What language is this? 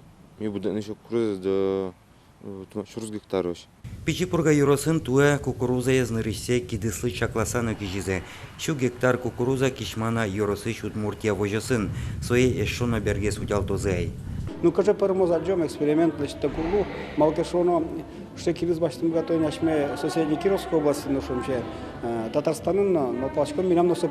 Udmurt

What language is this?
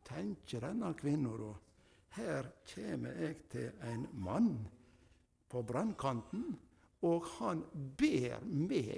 Norwegian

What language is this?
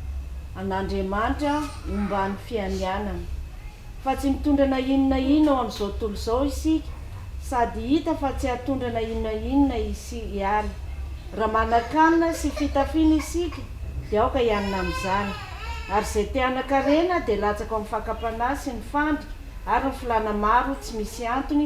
Malagasy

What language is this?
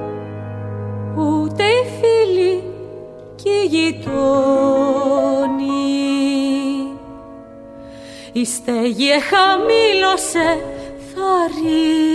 Greek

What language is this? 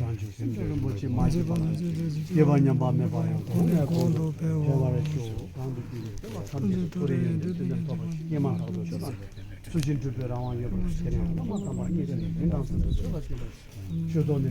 Tibetan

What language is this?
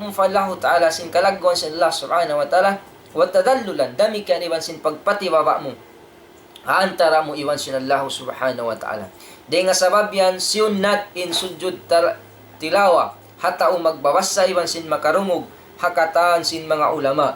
Tausug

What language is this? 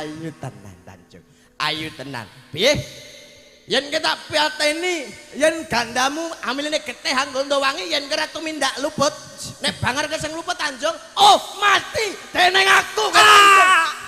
Javanese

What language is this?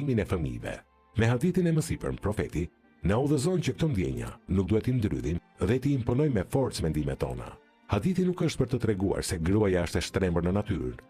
Albanian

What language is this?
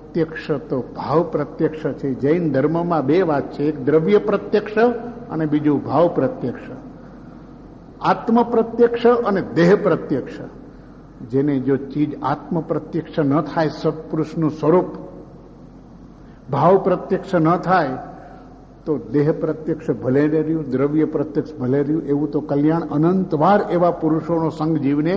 Gujarati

